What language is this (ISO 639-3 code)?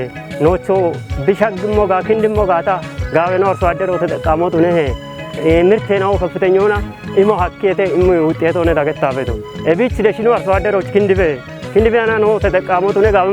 kbr